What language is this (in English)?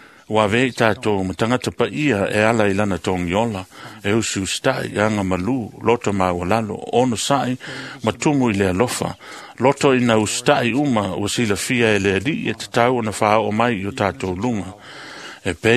Samoan